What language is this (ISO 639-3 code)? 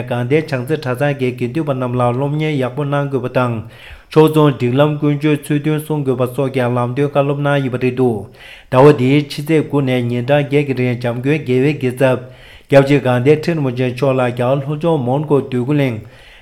bod